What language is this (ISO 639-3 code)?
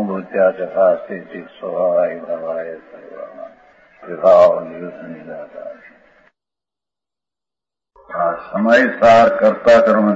guj